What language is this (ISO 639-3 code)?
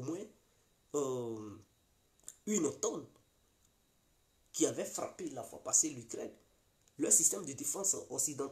fra